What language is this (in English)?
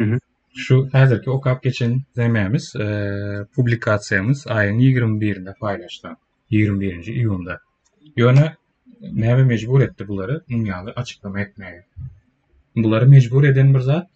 Turkmen